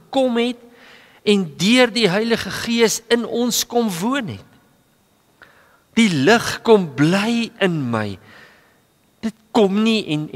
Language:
Afrikaans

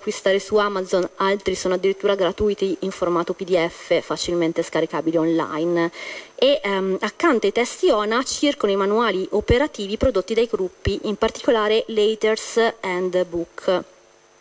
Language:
Italian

